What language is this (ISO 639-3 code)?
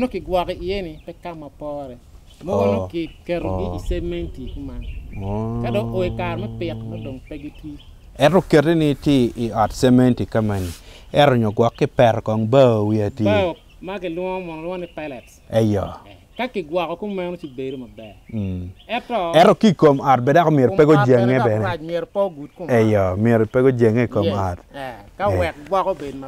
ach